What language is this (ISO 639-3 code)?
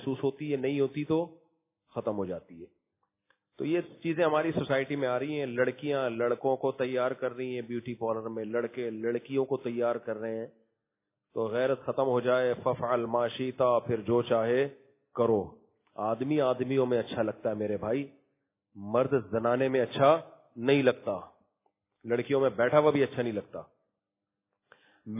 urd